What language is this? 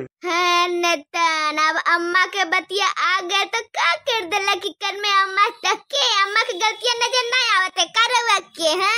Bhojpuri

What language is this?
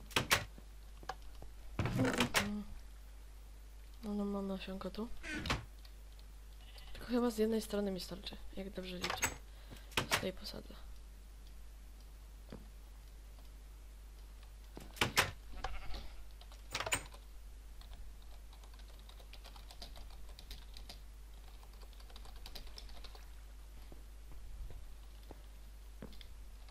Polish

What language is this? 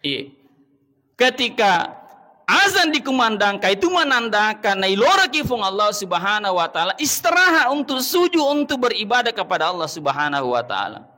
Buginese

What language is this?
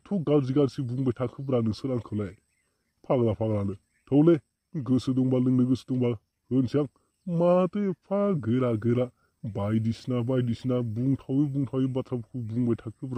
Bodo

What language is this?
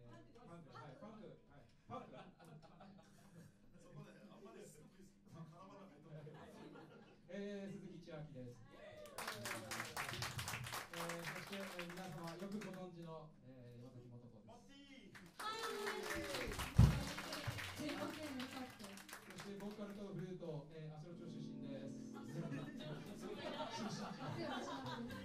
Japanese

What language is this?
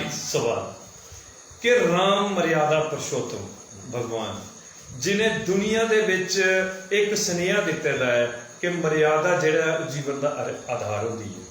Dogri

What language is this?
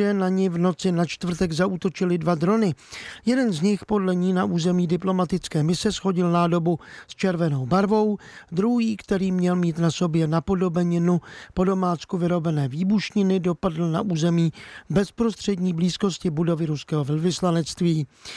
Czech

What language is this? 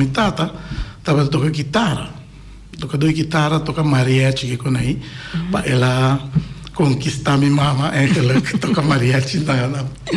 Papiamento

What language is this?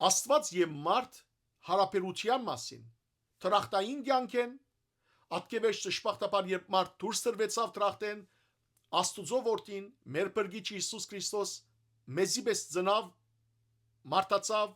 Western Armenian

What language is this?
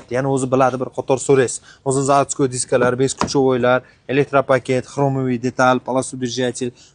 Uzbek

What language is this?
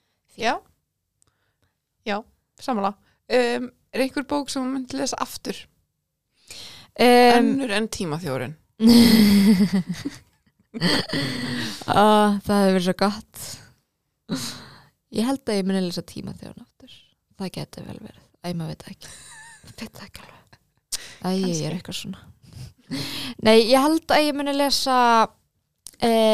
Icelandic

